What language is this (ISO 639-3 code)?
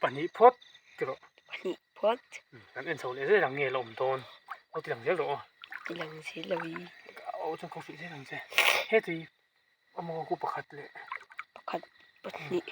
lus